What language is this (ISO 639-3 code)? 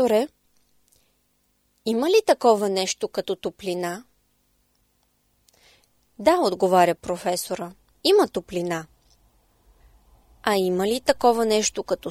bul